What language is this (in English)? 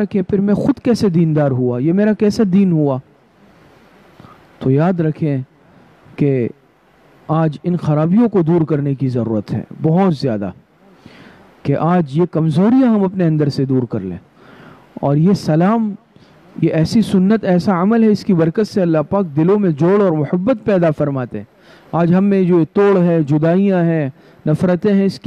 Urdu